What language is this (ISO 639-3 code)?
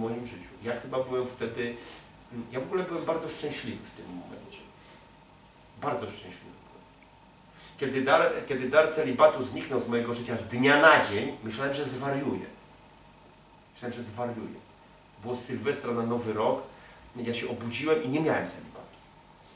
pol